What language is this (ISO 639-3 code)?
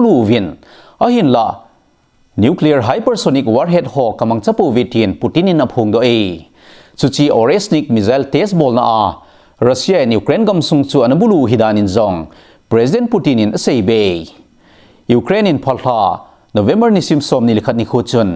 tcz